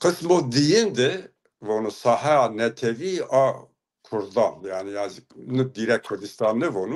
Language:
Zaza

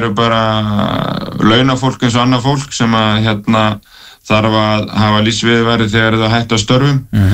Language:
Icelandic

